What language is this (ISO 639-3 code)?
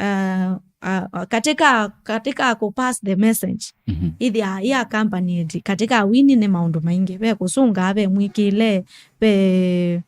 kam